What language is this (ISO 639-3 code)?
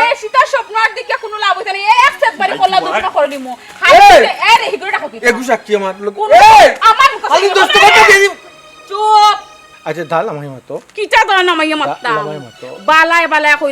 syl